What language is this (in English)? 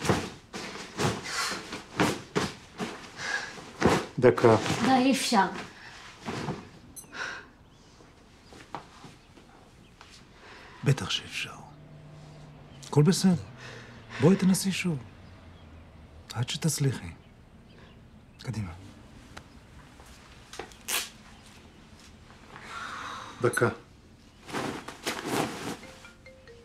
Hebrew